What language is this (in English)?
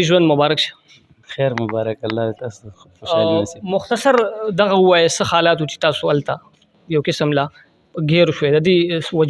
Pashto